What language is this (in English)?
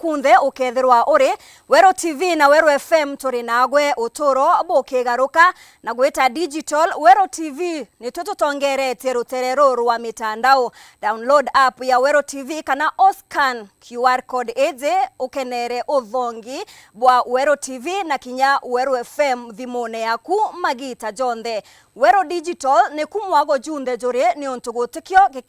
Meru